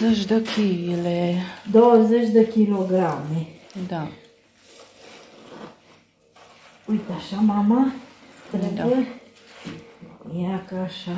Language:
Romanian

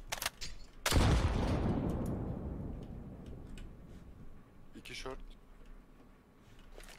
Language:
Turkish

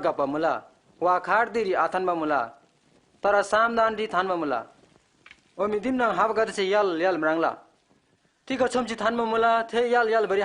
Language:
Eastern Tamang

